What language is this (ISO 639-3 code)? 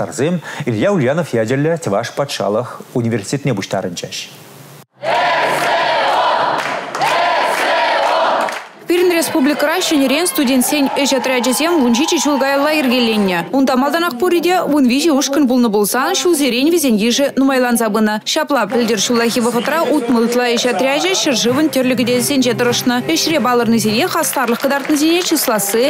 chv